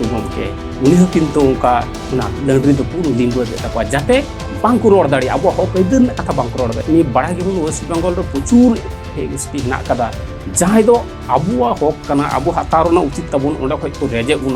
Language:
Santali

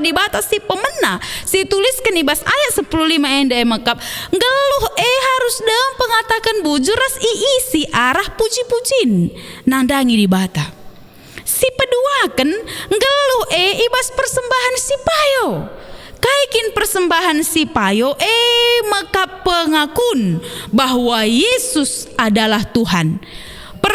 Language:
Batak Karo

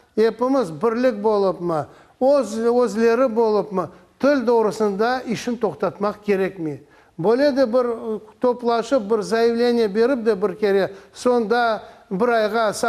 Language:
Crimean Tatar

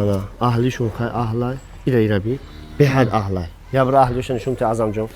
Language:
Tajik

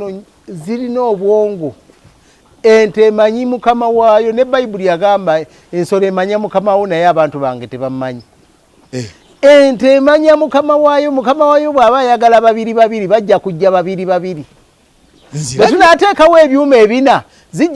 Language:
Ganda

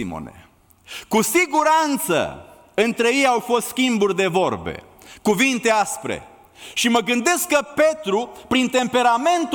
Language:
Romanian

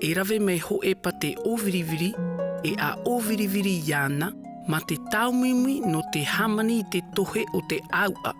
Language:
Tahitian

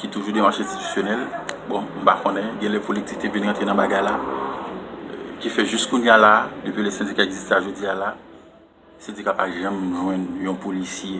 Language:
Haitian Creole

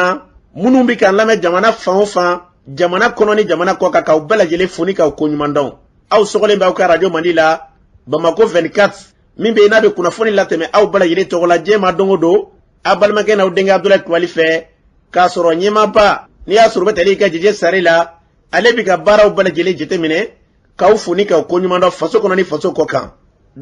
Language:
Bambara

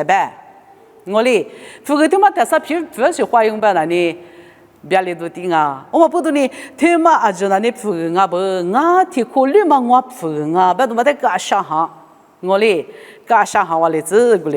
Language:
Lisu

